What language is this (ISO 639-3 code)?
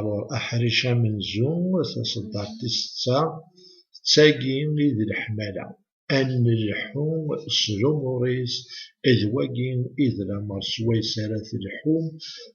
kab